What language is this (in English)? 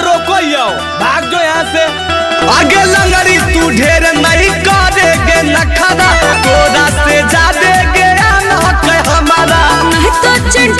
Magahi